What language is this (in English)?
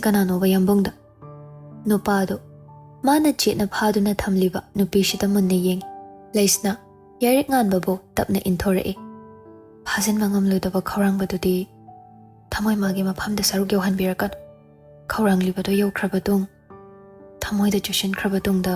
Manipuri